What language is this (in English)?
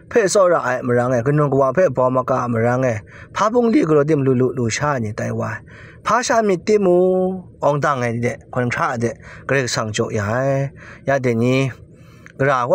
Kachin